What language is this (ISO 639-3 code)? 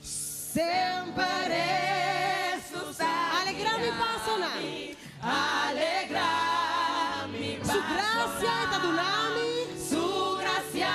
pap